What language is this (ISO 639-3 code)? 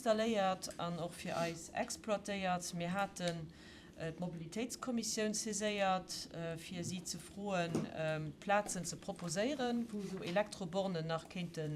ltz